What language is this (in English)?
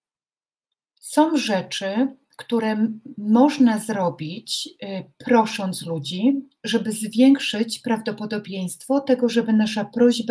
Polish